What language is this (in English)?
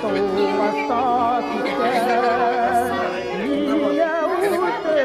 Bashkir